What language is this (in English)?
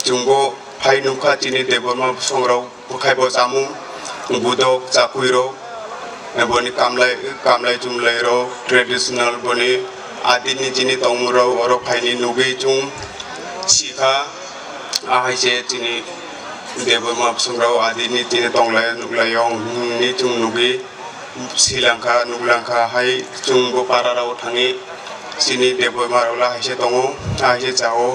Kok Borok